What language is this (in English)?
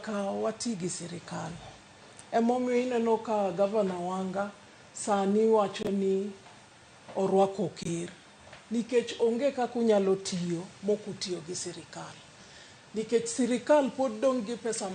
Luo (Kenya and Tanzania)